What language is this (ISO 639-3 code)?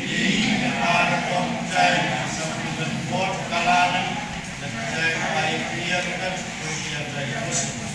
pon